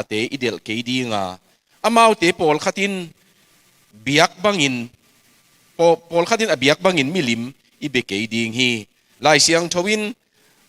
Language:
Tedim Chin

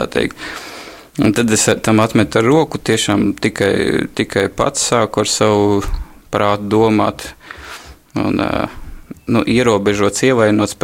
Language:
Latvian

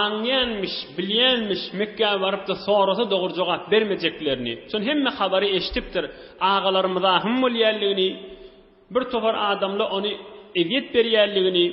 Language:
Turkmen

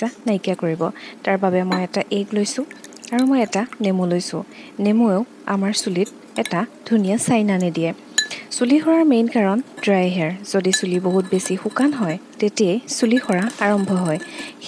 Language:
Assamese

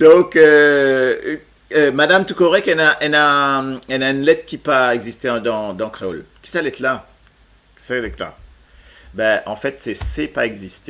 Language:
Morisyen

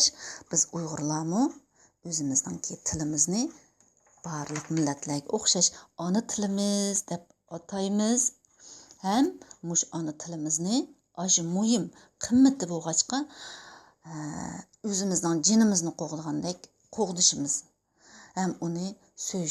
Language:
Uyghur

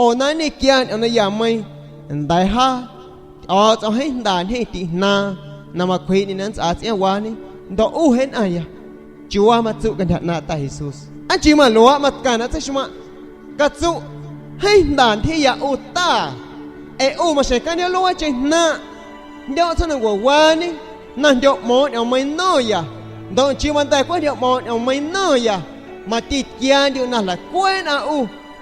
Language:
San Pedro Amuzgos Amuzgo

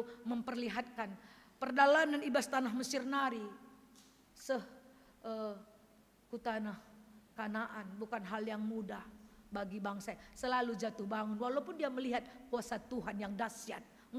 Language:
Batak Karo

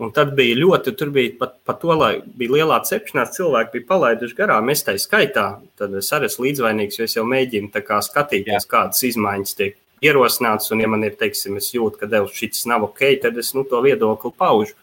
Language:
Latvian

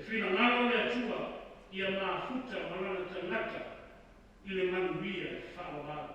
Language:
Samoan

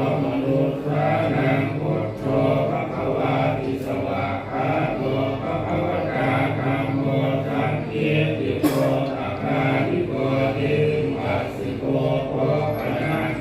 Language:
Pali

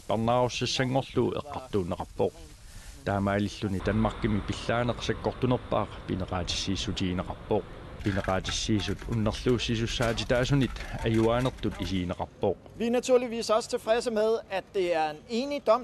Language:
Kalaallisut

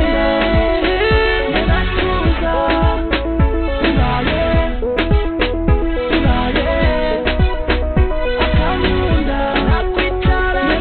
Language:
Kinyarwanda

